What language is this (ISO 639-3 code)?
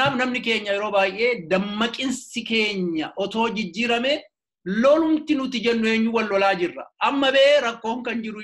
orm